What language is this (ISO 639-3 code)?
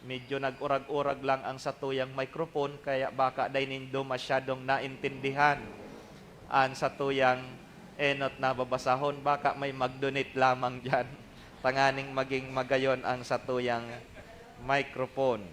bik